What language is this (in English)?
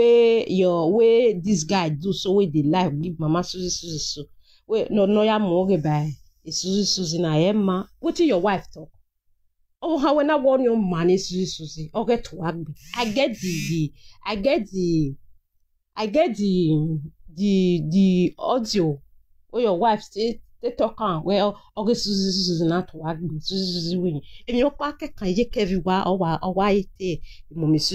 Nigerian Pidgin